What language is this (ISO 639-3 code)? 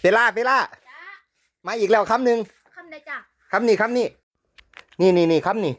tts